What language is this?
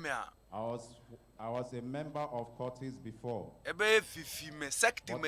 Ewe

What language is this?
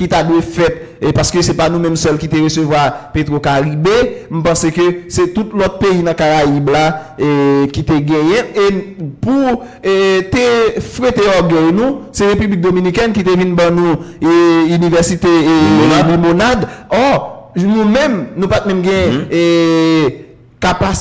Haitian Creole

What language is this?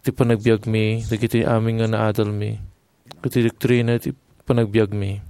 Iloko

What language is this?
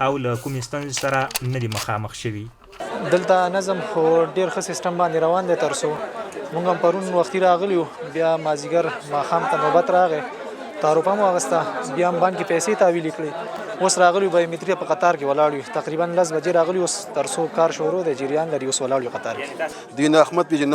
Pashto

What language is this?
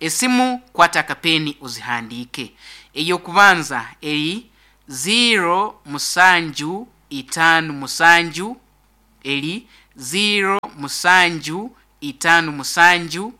Nyankole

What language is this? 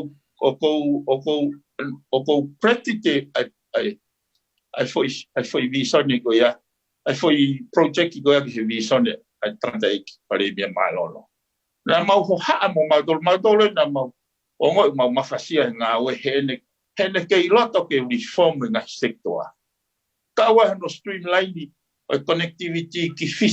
Tongan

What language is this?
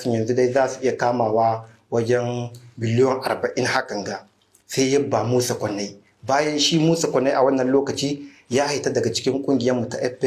Hausa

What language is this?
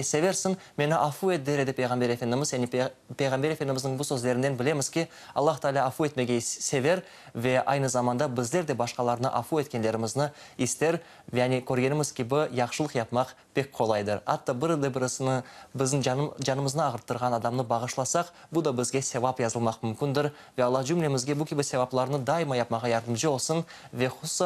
Crimean Tatar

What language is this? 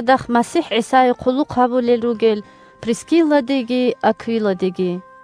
Avaric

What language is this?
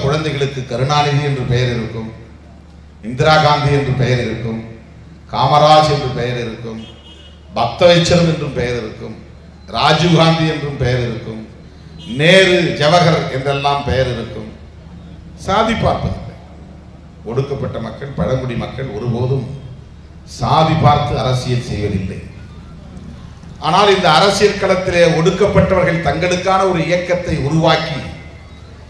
Tamil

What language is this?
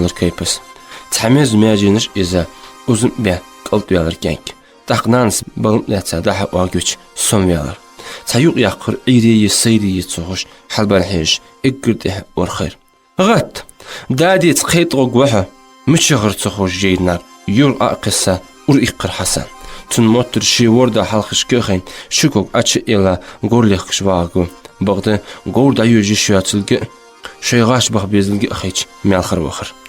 Ingush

